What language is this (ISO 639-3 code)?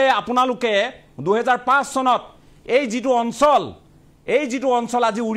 asm